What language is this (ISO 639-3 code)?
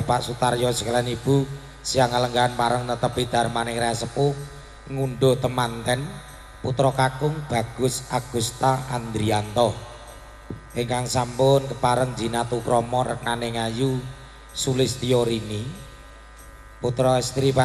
jav